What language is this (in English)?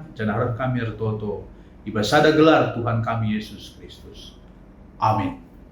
Batak Karo